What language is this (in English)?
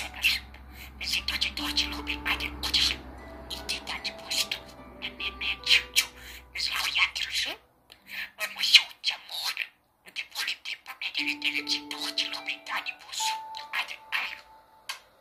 Croatian